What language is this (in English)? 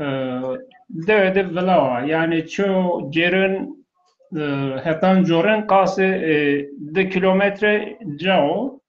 Zaza